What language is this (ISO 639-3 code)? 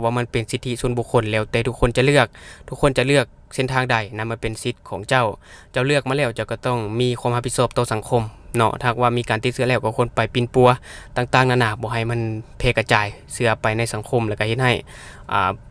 lao